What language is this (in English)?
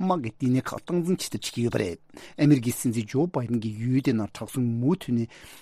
Tibetan